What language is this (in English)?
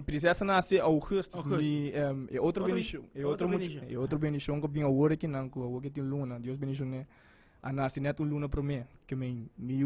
Papiamento